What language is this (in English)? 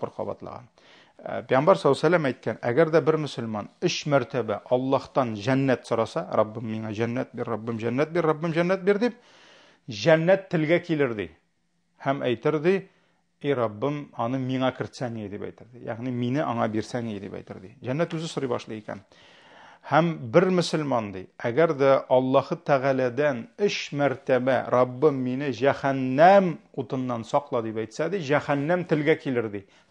Tatar